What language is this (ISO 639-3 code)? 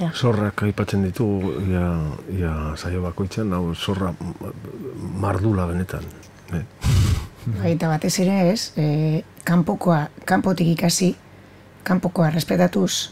eus